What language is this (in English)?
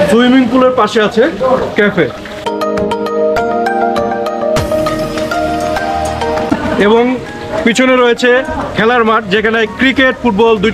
Bangla